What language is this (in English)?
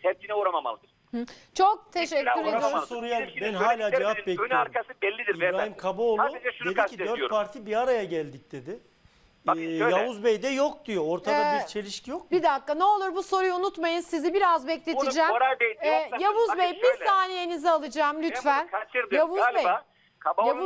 Turkish